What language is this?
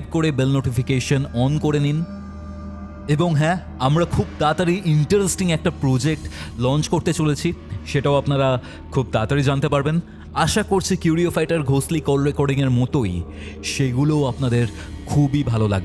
Bangla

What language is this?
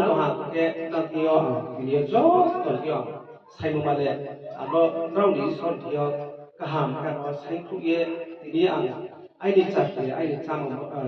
Riang (India)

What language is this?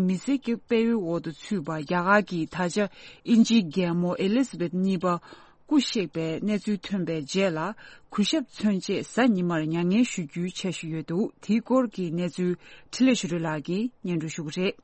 Tibetan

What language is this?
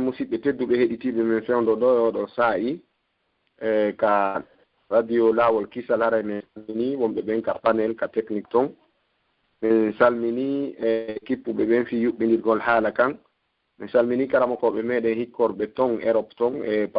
Fula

